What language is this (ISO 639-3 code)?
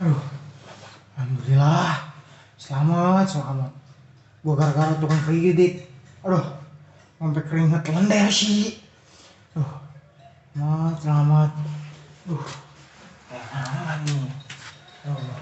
bew